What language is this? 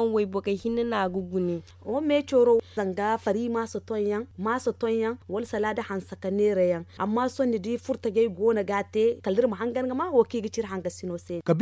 Zarma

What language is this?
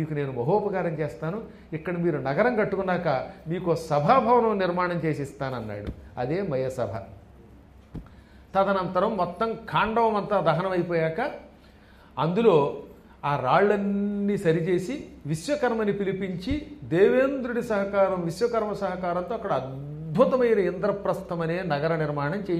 Telugu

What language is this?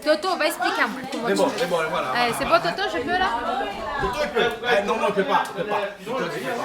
Réunion Creole French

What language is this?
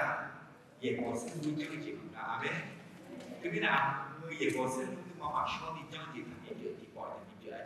Akha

